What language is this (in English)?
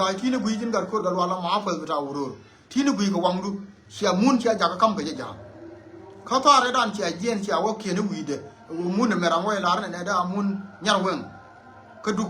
Nuer